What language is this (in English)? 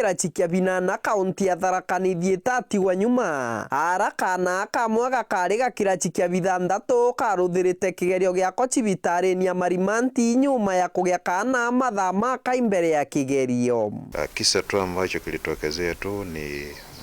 Meru